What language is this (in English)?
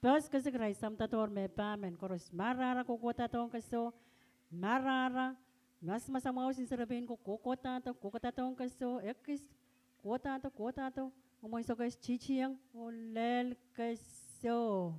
Pohnpeian